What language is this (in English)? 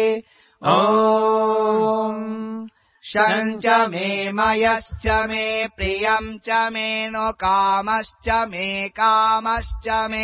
Sanskrit